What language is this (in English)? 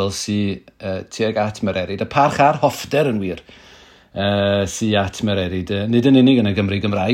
Welsh